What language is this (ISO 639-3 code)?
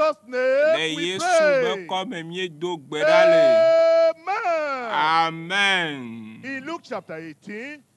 ewe